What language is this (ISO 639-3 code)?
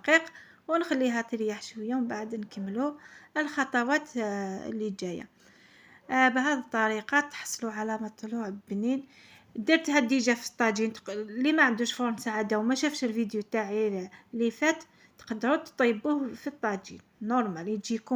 arq